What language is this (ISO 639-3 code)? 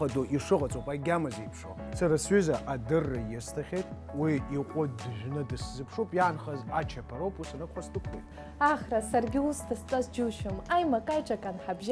abk